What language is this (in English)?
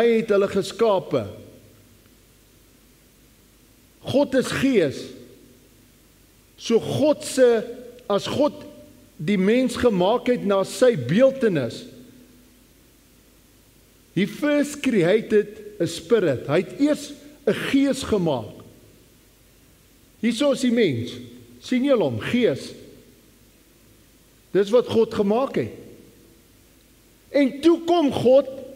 Afrikaans